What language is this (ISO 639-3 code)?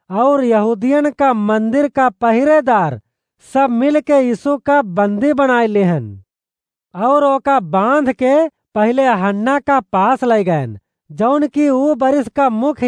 awa